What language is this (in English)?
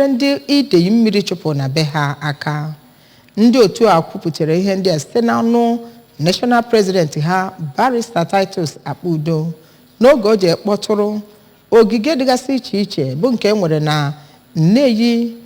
Igbo